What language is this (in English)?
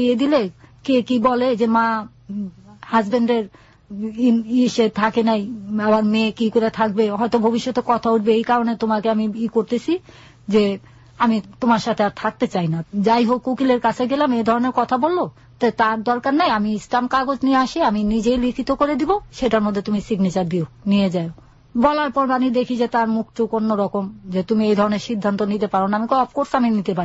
Bangla